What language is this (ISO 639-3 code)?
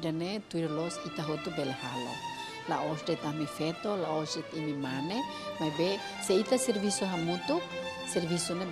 tet